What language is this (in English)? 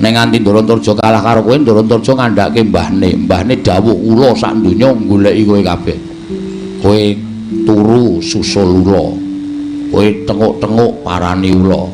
Javanese